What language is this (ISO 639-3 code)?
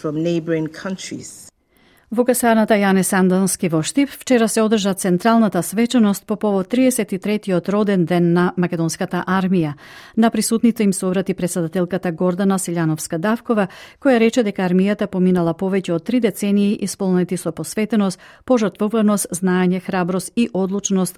mkd